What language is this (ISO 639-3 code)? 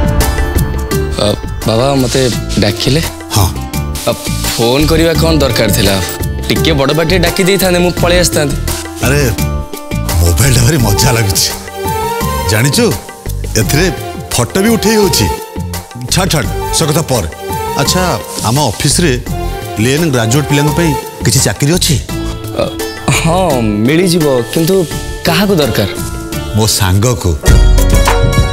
ori